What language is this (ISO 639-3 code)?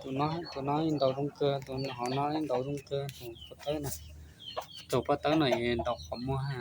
hmn